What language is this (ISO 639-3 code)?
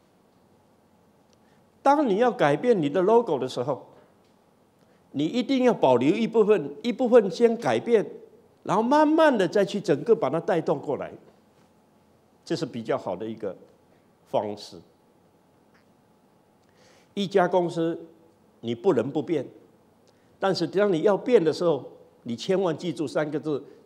zho